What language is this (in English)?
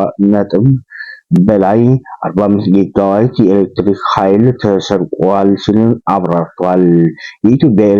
Amharic